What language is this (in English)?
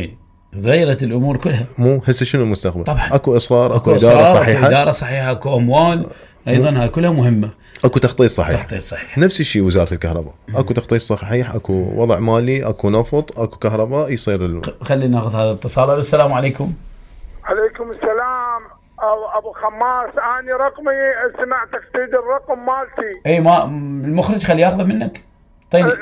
Mesopotamian Arabic